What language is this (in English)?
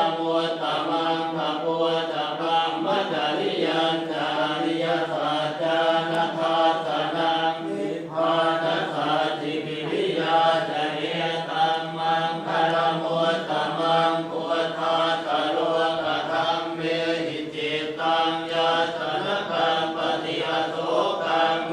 Pali